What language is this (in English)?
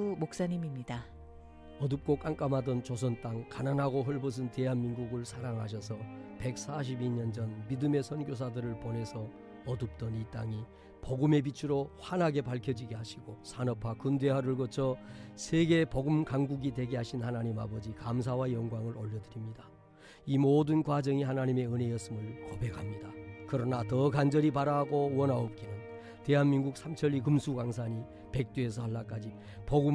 Korean